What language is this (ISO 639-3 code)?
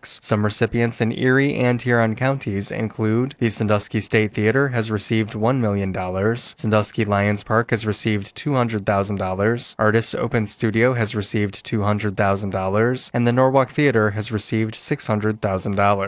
eng